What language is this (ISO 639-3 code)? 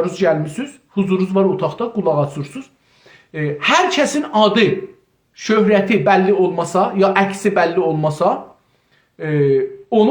azb